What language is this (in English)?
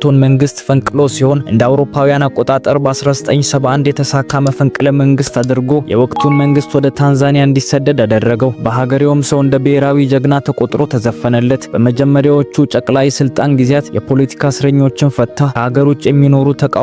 Amharic